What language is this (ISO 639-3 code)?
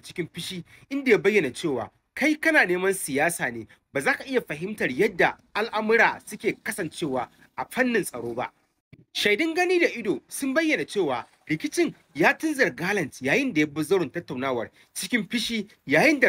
hau